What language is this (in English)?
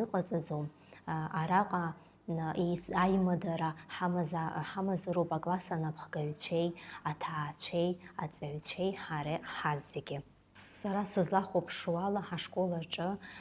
Abkhazian